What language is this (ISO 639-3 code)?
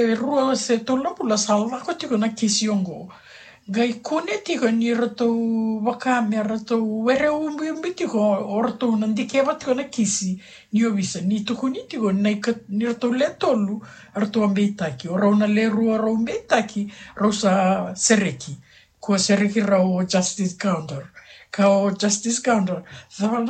fij